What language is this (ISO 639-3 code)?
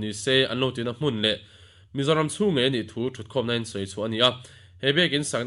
lus